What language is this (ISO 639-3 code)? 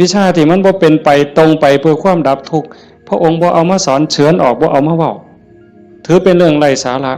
tts